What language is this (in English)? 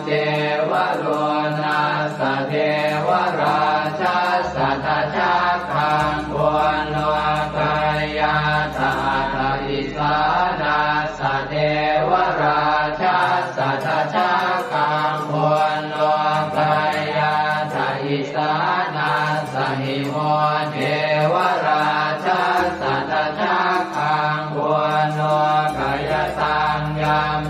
Pali